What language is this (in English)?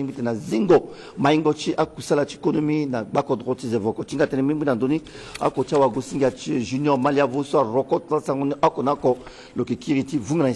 Sango